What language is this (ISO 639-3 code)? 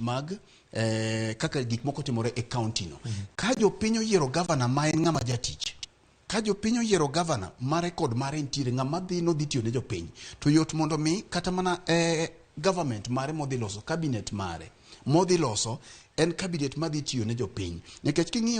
luo